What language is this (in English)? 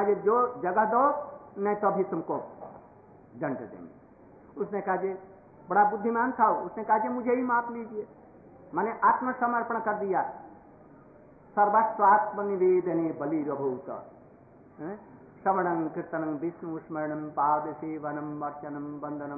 Hindi